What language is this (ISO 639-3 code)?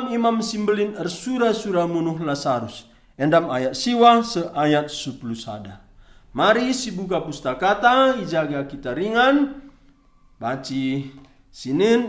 btx